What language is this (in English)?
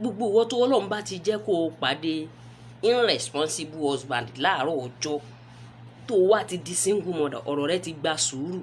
Yoruba